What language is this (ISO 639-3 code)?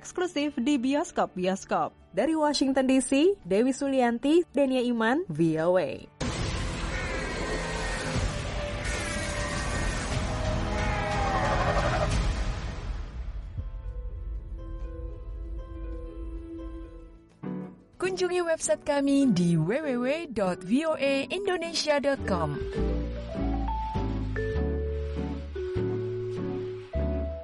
ind